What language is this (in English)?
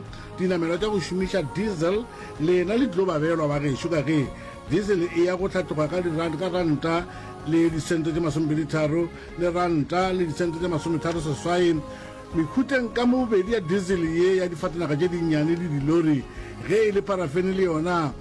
Northern Sotho